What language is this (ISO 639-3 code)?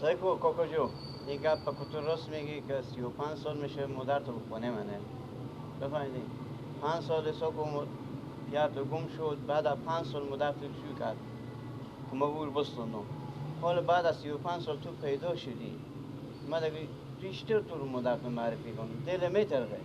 fas